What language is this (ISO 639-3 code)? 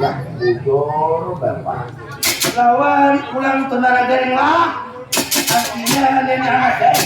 bjn